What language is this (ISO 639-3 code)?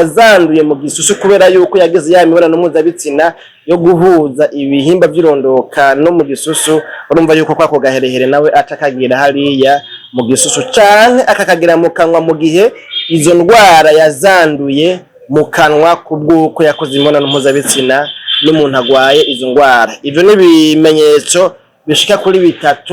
run